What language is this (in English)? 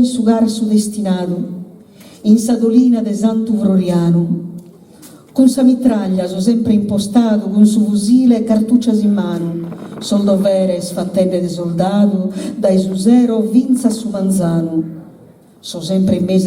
Sardinian